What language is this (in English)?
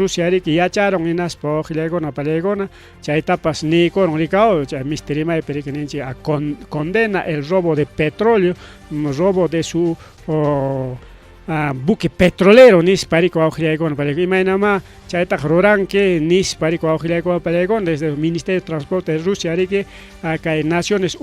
Ayacucho Quechua